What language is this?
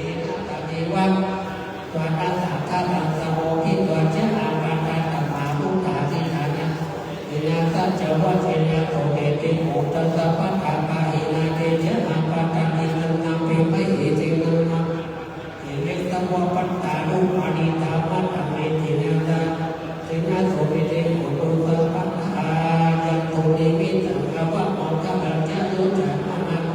Pali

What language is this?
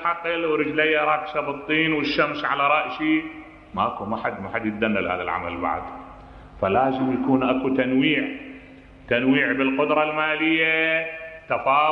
Mesopotamian Arabic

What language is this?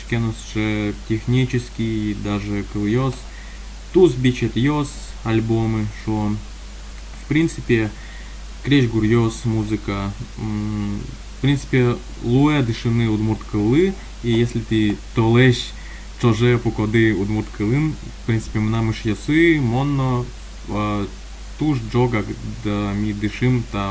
Udmurt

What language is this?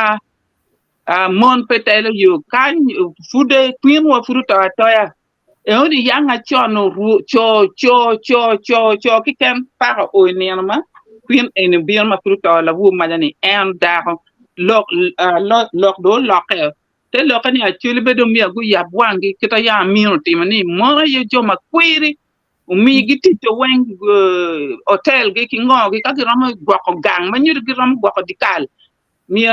Acoli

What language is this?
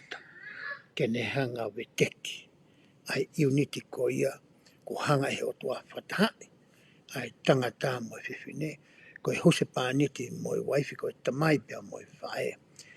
Tongan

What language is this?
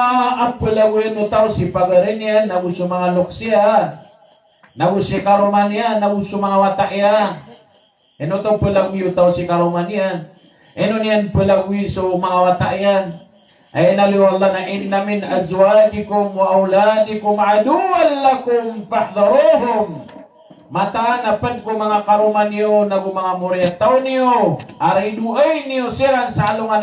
Maranao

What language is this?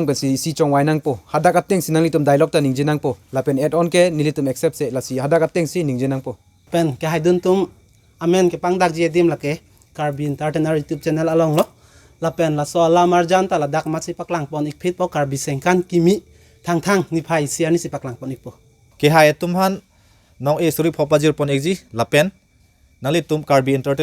Karbi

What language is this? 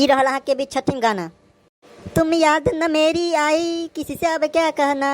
Maithili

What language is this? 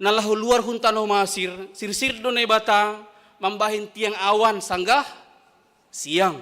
Batak Simalungun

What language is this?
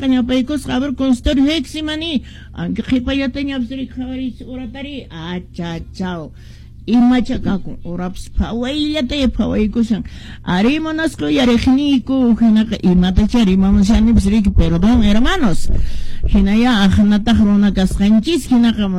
Quechua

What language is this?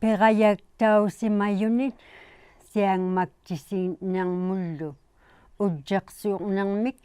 Inuktitut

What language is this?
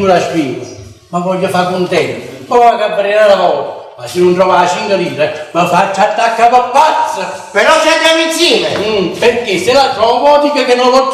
Neapolitan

